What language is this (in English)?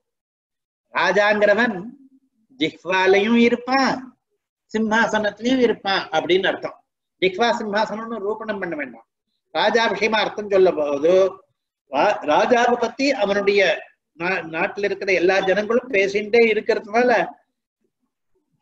Tamil